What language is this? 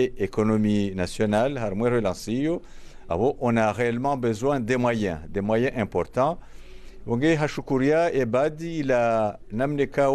Ngazidja Comorian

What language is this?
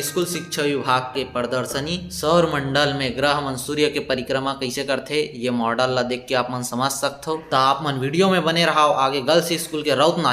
Chhattisgarhi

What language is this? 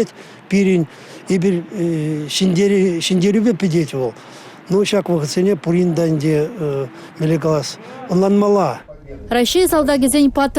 Chuvash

